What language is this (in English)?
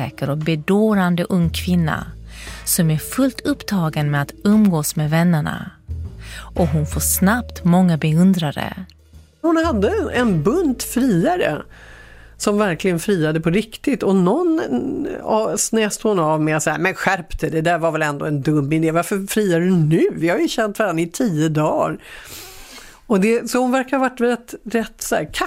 Swedish